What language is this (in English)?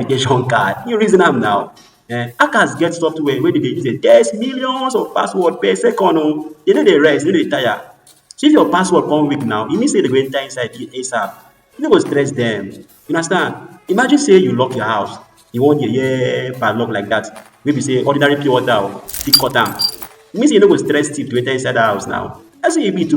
Nigerian Pidgin